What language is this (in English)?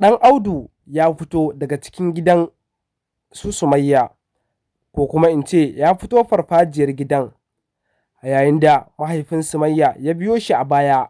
Hausa